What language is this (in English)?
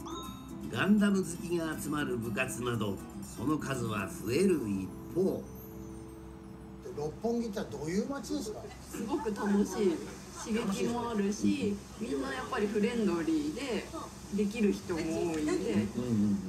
Japanese